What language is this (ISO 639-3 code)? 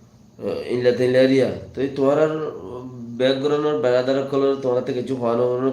rhg